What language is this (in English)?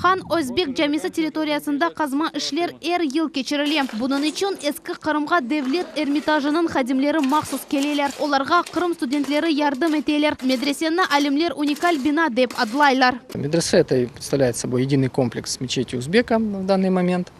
Crimean Tatar